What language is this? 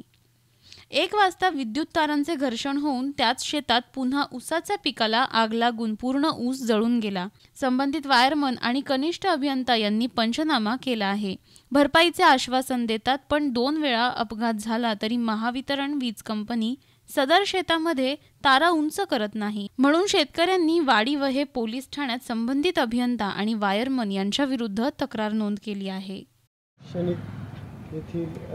Marathi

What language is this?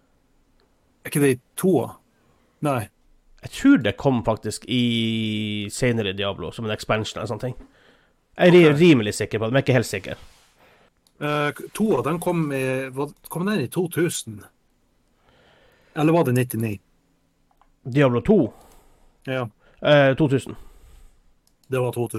Norwegian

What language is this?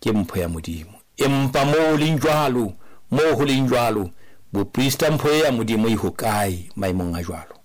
Southern Sotho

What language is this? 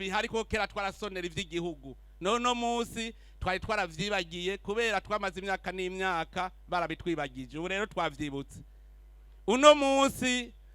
Rundi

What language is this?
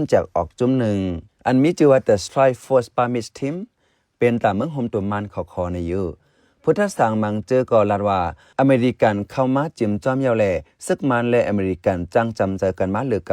Shan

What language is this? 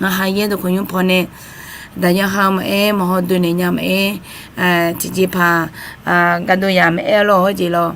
Akha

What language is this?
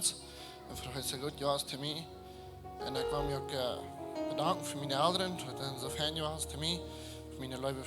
Plautdietsch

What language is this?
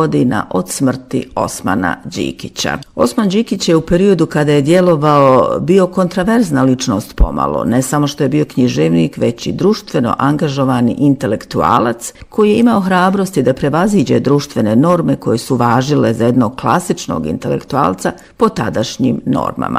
Bosnian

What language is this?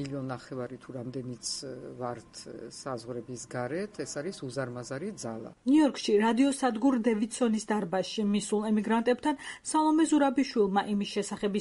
Georgian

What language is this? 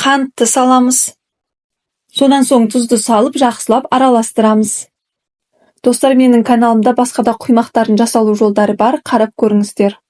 Kazakh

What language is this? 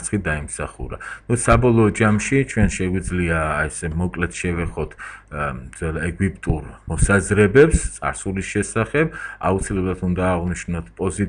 Georgian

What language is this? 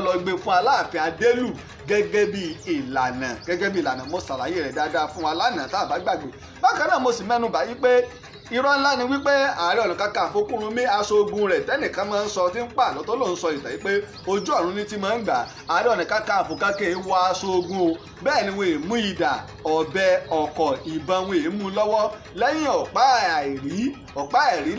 Yoruba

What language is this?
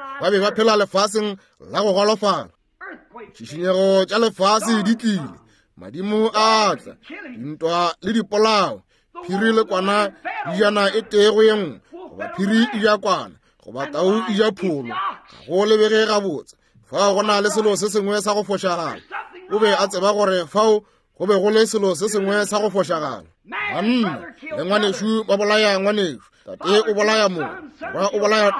Northern Sotho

